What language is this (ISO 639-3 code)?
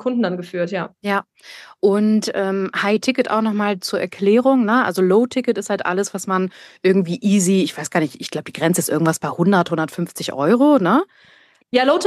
deu